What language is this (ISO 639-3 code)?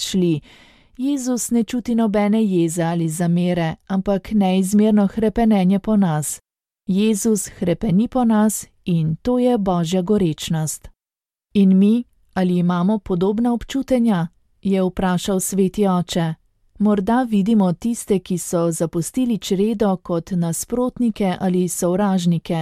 slv